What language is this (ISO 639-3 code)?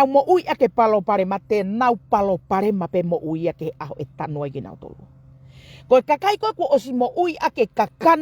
ton